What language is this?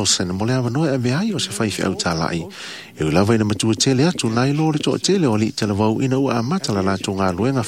Samoan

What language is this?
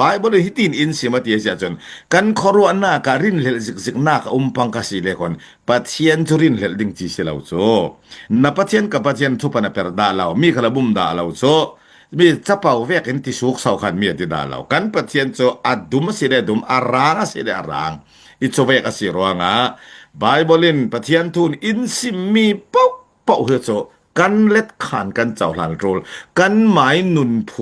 Falam Chin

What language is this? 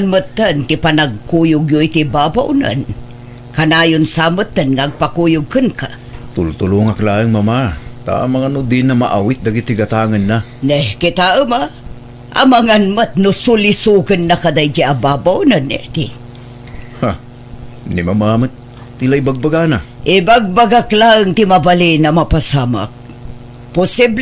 Iloko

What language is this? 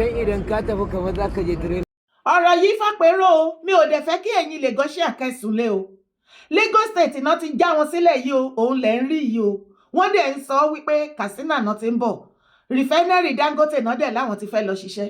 Yoruba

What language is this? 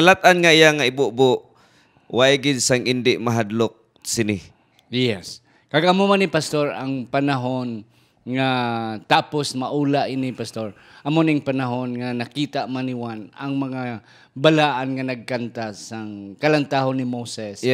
Hiligaynon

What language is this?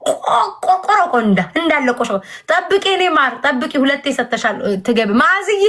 Amharic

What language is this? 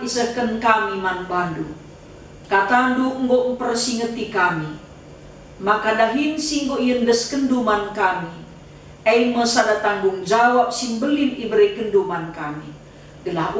Batak Karo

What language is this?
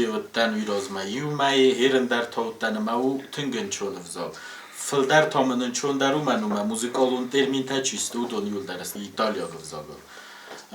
Ossetic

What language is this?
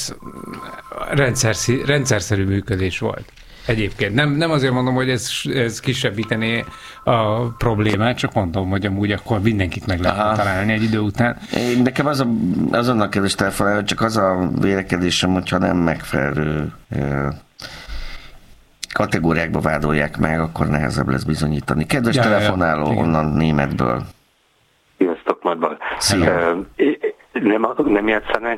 Hungarian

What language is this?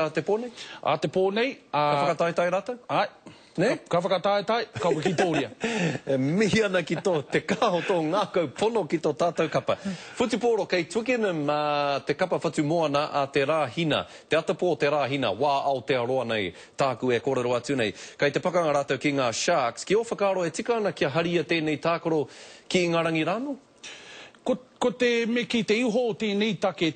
Māori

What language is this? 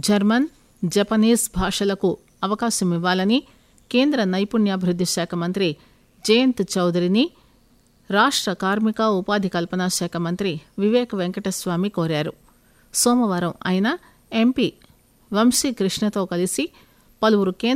Telugu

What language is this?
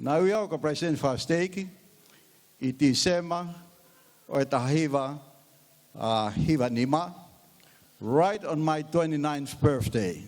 Tongan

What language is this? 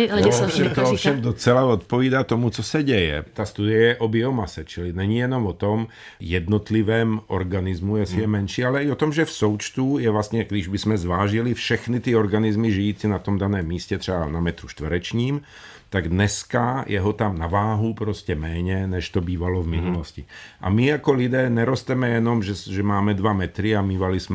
Czech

